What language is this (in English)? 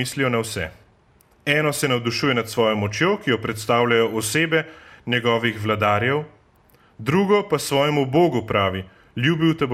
Slovenian